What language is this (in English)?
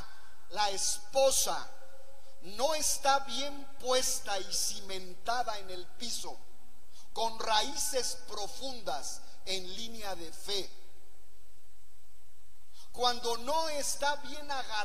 Spanish